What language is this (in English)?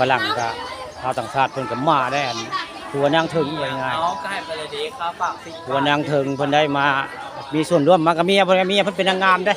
Northeastern Thai